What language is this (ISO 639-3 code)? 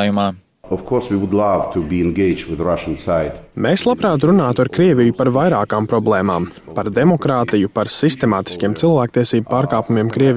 lav